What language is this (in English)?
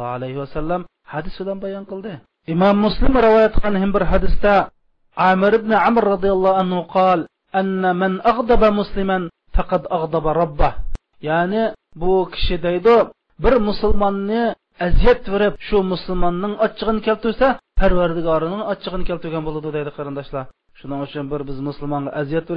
Uyghur